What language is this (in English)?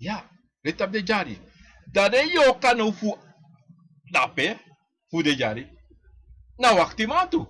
Sranan Tongo